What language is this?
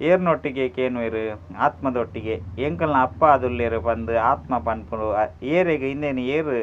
Tulu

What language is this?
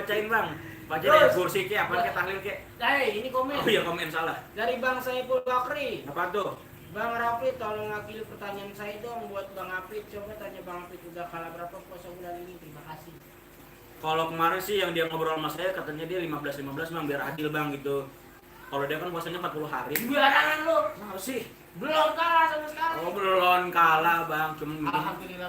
Betawi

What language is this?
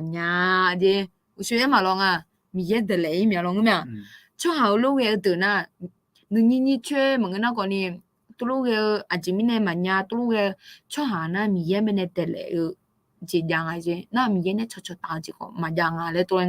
Akha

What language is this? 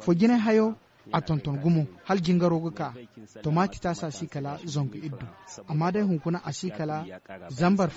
Zarma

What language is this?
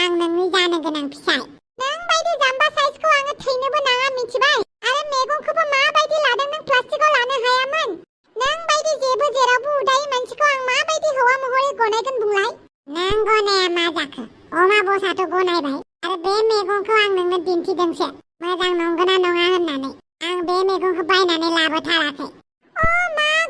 Bodo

